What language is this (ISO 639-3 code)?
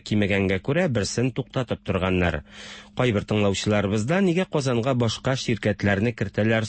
tat